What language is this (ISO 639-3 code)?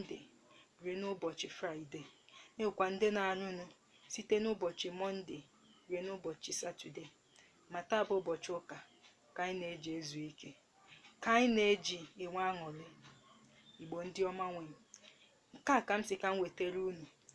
ibo